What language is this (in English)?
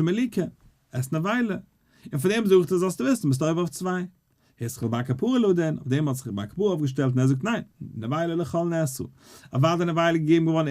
Yiddish